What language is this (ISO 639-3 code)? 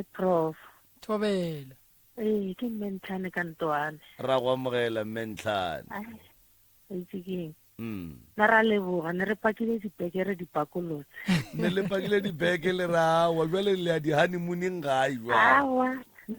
nso